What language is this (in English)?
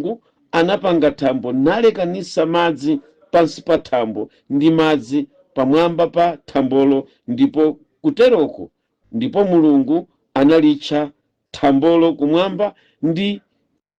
Nyanja